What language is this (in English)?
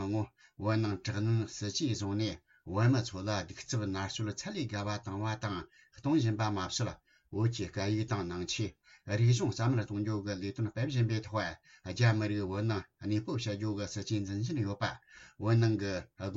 Tibetan